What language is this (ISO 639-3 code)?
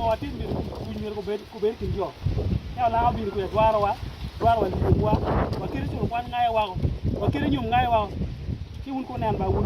ach